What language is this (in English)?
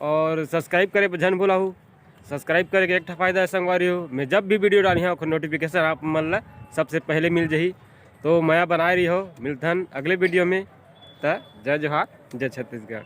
Chhattisgarhi